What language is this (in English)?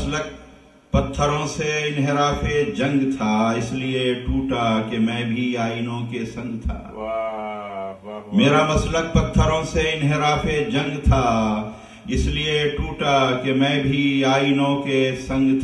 Urdu